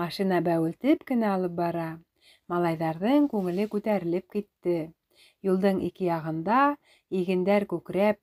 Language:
Bashkir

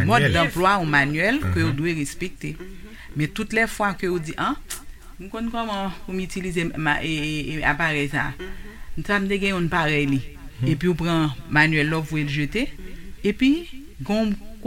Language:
Haitian Creole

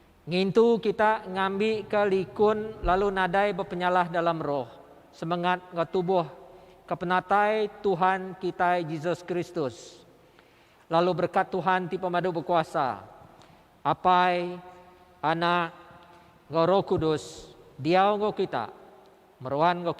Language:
Iban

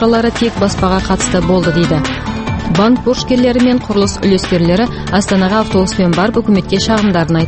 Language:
Kazakh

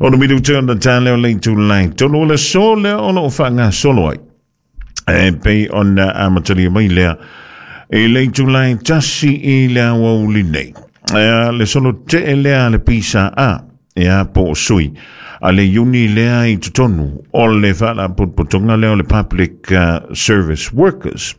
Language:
Samoan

